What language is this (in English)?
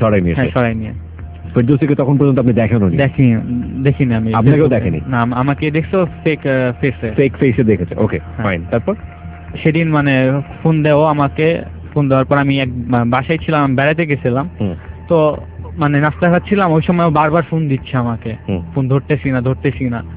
Bangla